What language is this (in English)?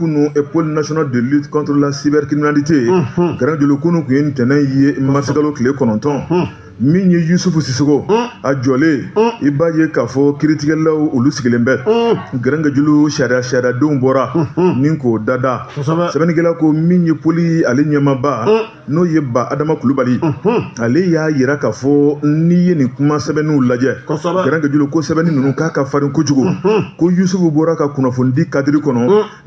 Bambara